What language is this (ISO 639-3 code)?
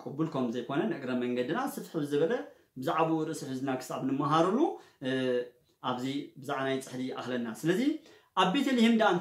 tir